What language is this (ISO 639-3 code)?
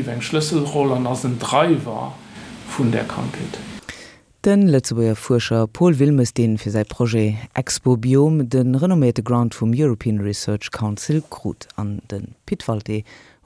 ltz